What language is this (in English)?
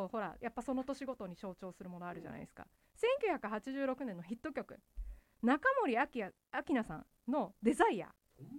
Japanese